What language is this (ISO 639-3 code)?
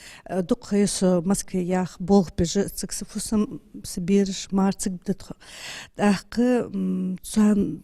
inh